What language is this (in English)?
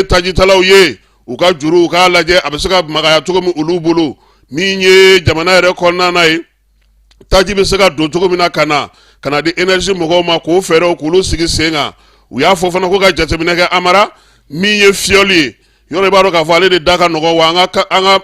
Bambara